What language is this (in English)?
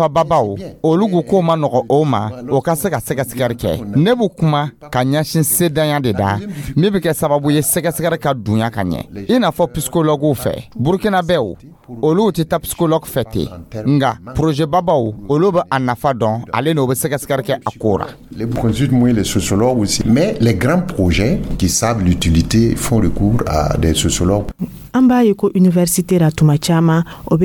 Dyula